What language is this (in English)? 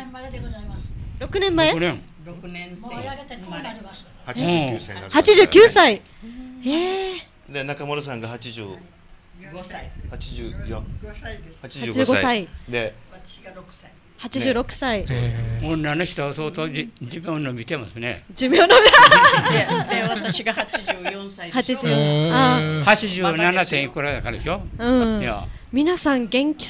Japanese